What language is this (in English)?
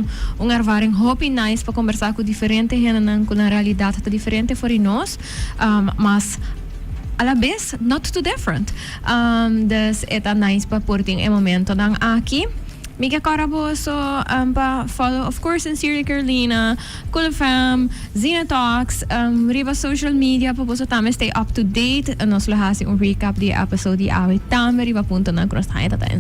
Papiamento